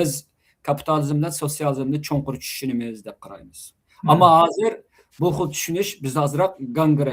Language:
Uyghur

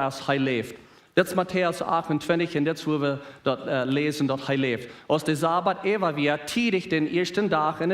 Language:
Plautdietsch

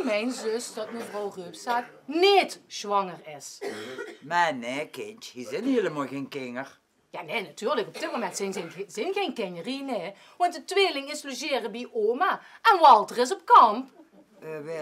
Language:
Limburgish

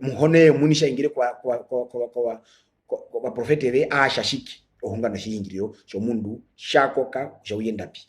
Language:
Herero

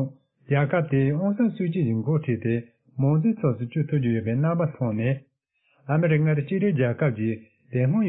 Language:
Tibetan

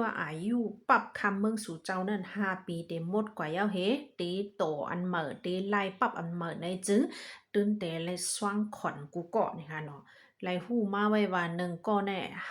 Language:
Shan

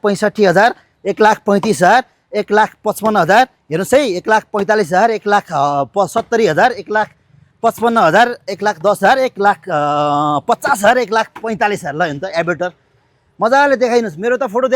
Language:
Nepali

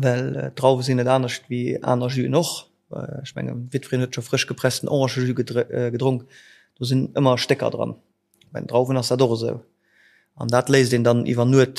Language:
Luxembourgish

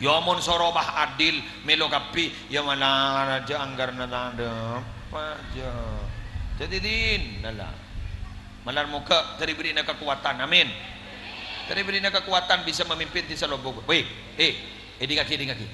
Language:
Madurese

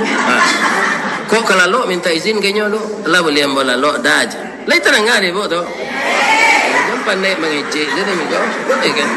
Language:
Minangkabau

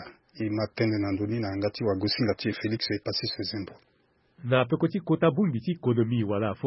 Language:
Sango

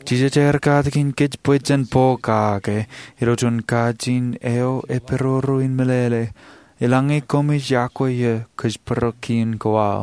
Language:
Marshallese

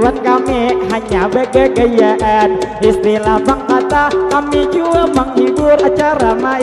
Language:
Banjar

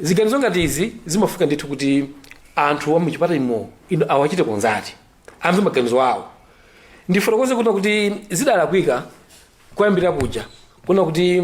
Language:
Nyanja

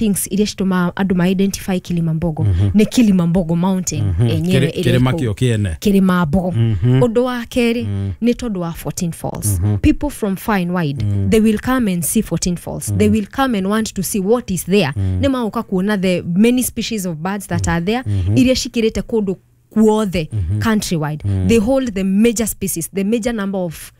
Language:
Kikuyu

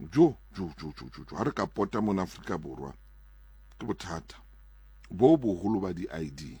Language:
Southern Sotho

